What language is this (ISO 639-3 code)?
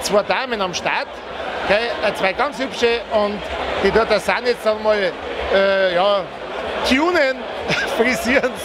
bar